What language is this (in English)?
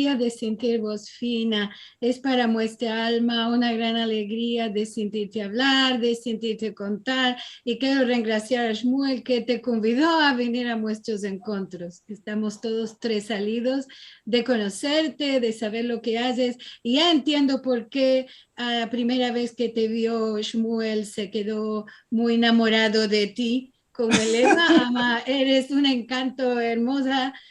Ladino